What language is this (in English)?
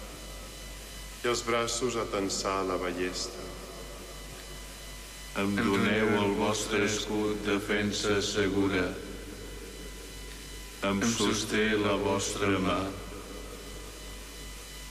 Catalan